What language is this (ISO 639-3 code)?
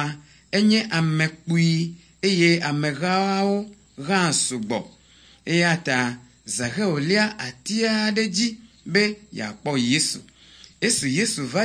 ewe